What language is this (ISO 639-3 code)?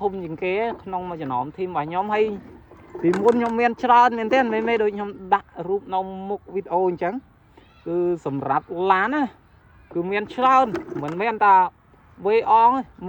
khm